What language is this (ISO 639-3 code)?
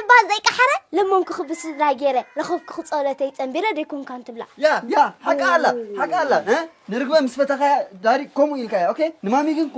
tir